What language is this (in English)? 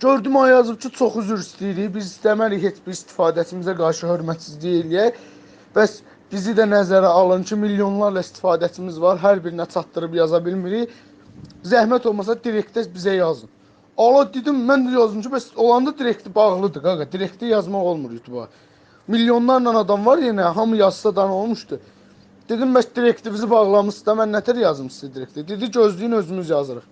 Azerbaijani